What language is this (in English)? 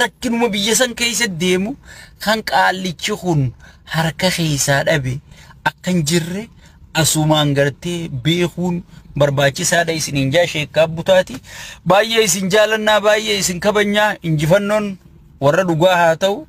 Oromo